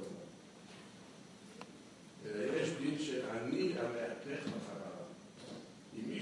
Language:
Hebrew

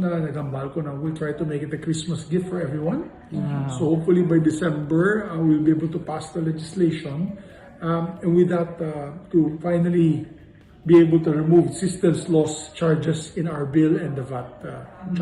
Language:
Hiligaynon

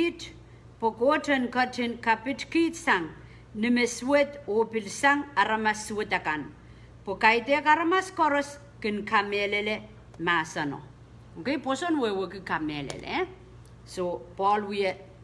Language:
Pohnpeian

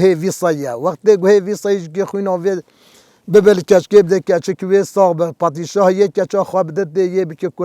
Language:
Kurdish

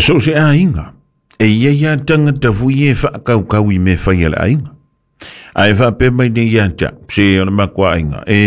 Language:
Samoan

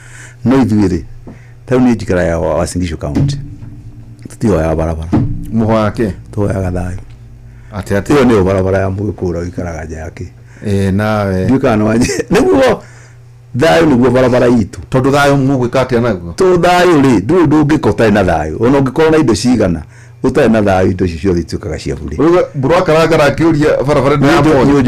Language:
Kikuyu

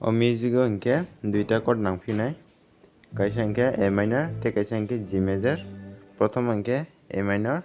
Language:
Kok Borok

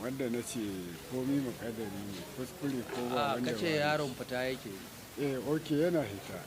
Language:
Hausa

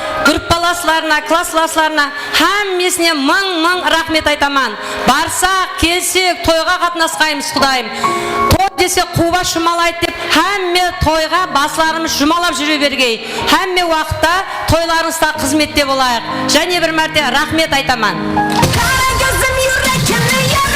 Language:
Kara-Kalpak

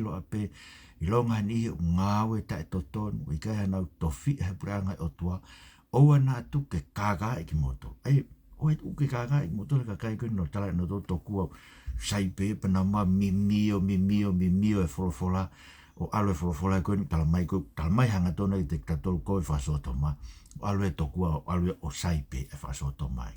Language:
Tongan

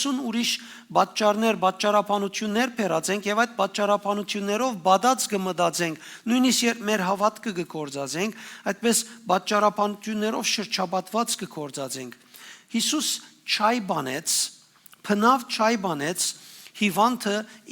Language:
Western Armenian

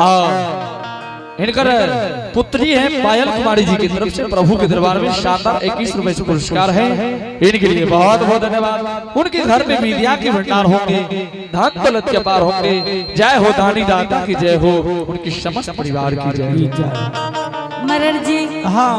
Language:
Angika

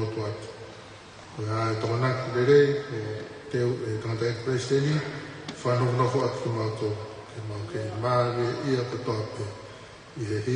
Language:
Tongan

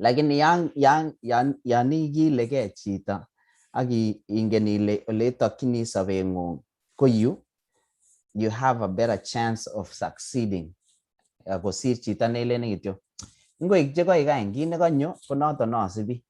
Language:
Kalenjin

